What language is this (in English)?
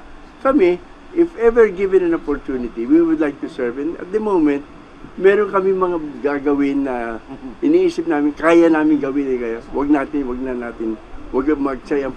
Filipino